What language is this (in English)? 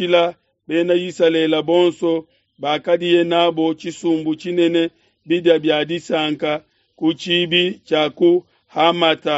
Luba-Lulua